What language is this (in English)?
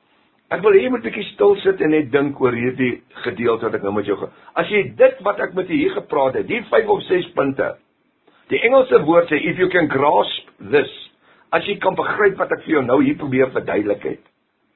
Afrikaans